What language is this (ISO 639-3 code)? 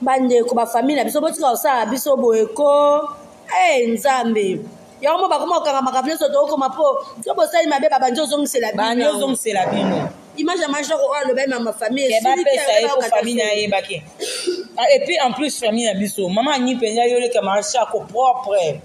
lin